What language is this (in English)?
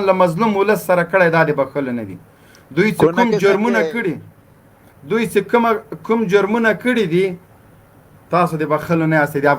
Pashto